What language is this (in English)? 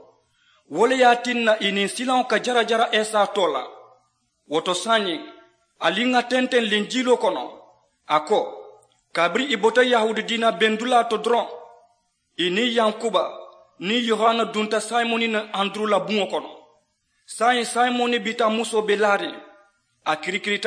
Mandingo